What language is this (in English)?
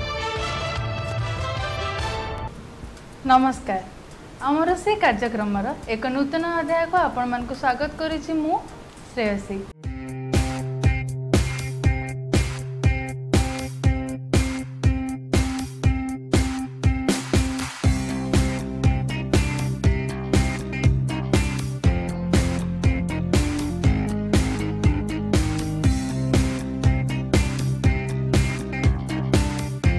Odia